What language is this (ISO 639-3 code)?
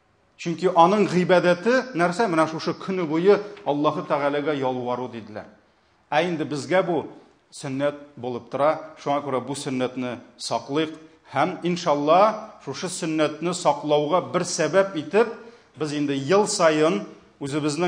tat